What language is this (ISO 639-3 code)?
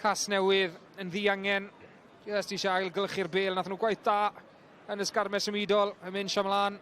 cym